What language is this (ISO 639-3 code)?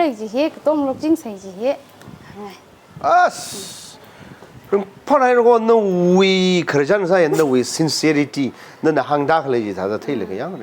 nmf